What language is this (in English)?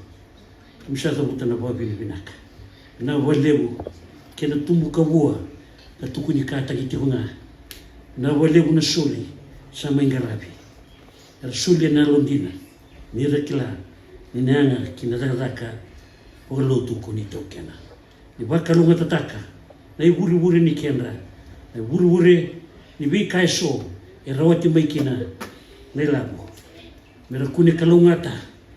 Fijian